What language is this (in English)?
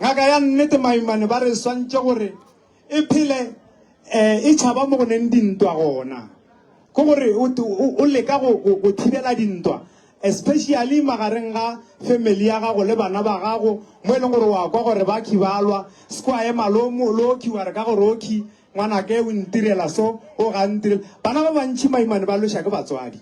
Northern Sotho